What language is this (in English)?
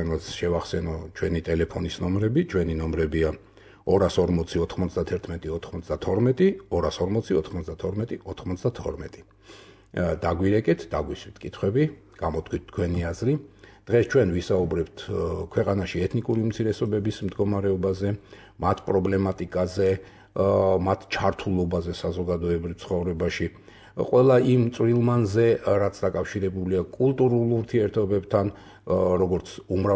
Georgian